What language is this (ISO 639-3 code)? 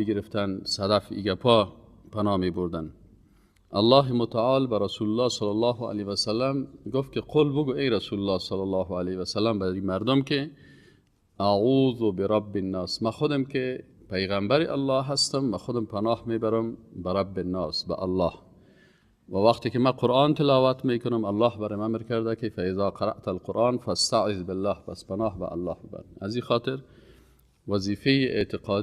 fas